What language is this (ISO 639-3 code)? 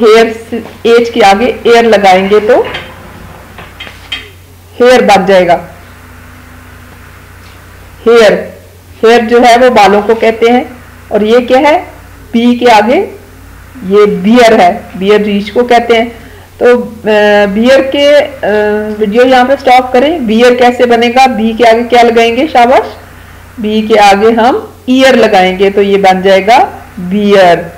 hin